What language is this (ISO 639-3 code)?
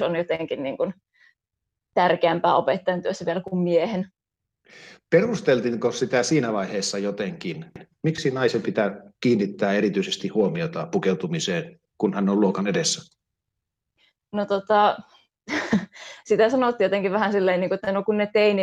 fin